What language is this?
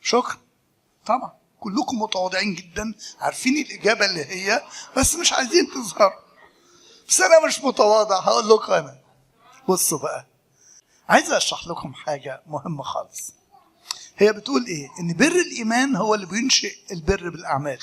Egyptian Arabic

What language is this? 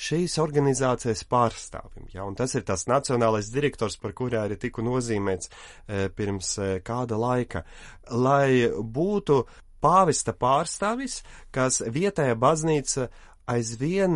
Latvian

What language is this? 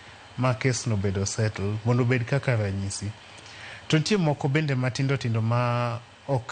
Luo (Kenya and Tanzania)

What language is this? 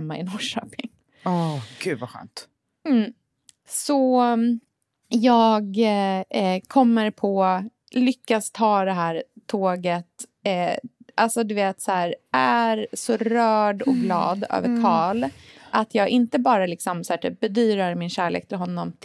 Swedish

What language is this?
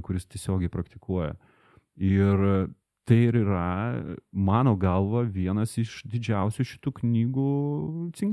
Lithuanian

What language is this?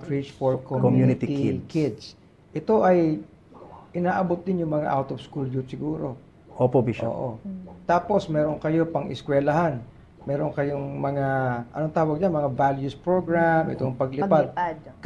Filipino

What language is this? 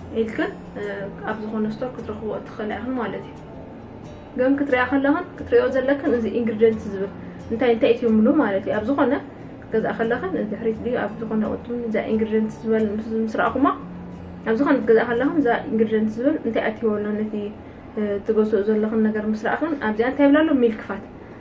Tigrinya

